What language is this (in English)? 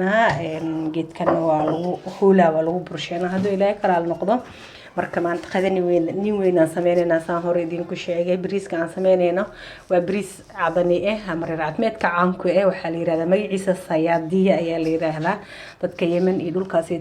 Somali